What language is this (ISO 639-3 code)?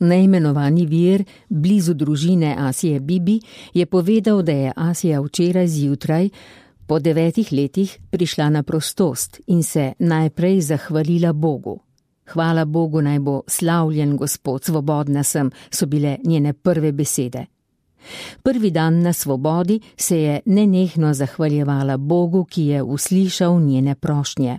slv